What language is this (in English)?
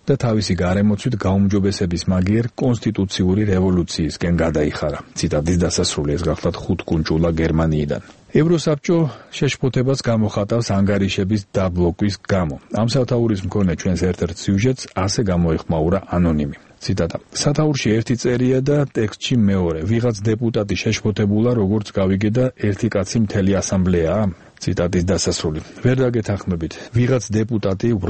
Georgian